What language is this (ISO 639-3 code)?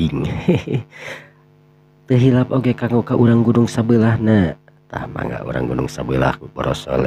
sun